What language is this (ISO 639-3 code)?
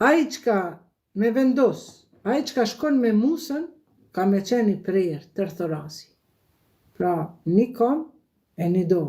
sqi